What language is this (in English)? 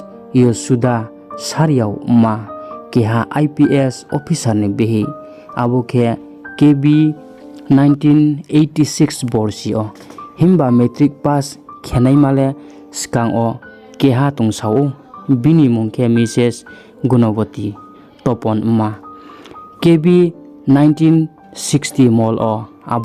Riang (India)